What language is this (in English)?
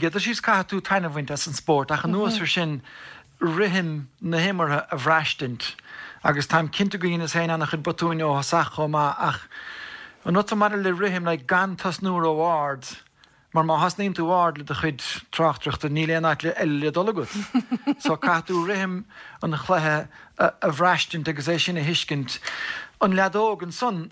Irish